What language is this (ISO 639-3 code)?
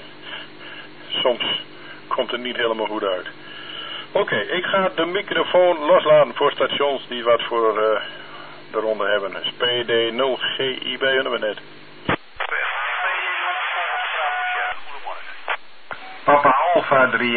nld